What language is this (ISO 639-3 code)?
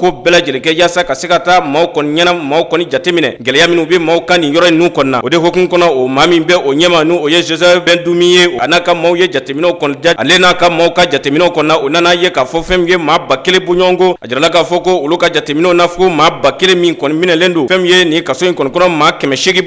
bam